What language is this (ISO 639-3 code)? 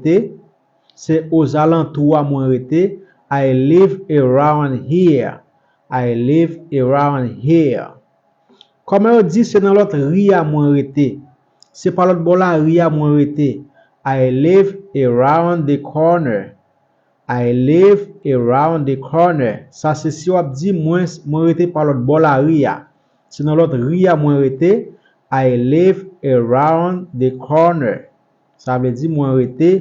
hat